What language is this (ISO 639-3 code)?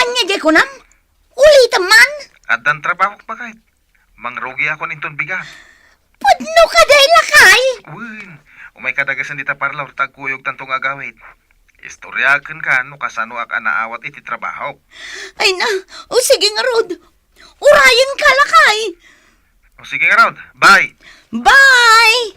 ilo